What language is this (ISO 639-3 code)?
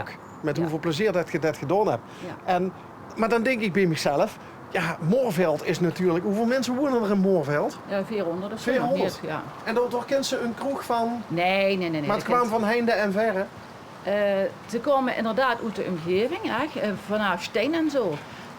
lim